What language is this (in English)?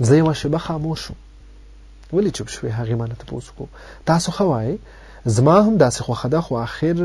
Pashto